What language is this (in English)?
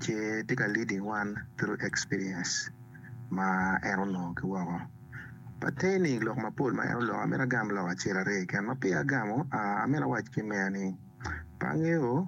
Acoli